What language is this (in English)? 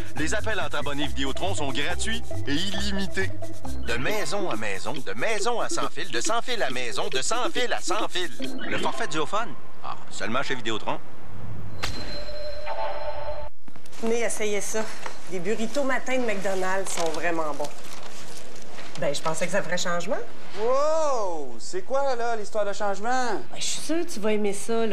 French